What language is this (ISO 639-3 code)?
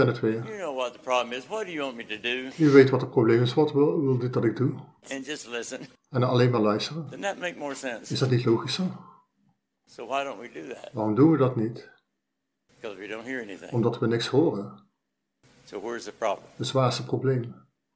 nld